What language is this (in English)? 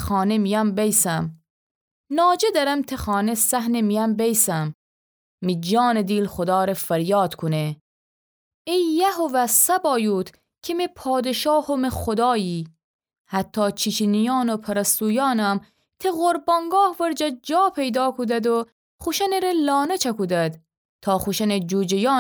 Gilaki